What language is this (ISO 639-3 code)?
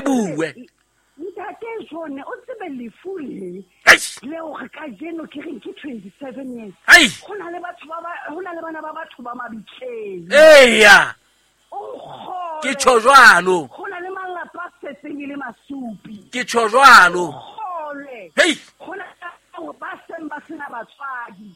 sot